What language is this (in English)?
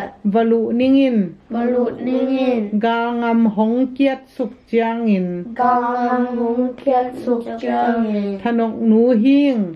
Tedim Chin